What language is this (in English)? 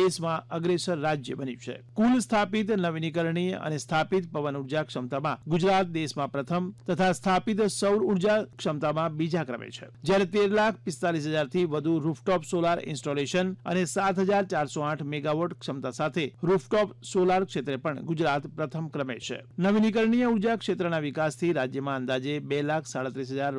Gujarati